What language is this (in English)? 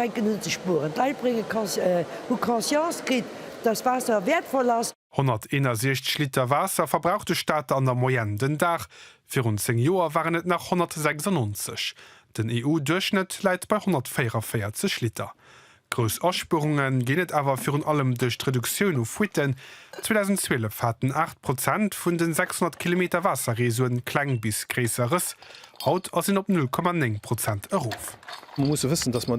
Luxembourgish